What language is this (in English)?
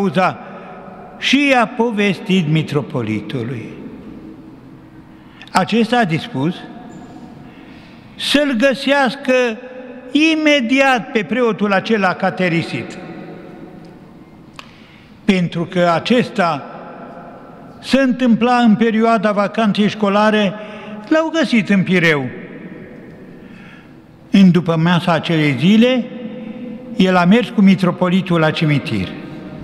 Romanian